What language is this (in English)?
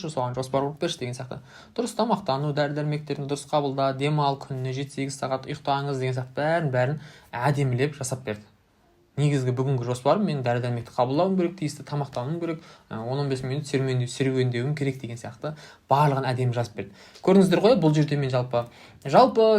Kazakh